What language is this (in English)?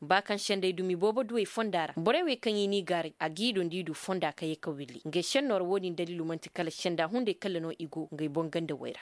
Koyraboro Senni